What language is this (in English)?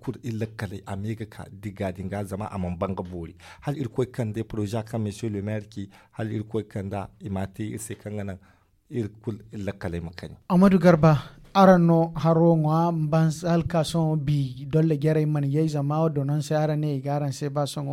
Zarma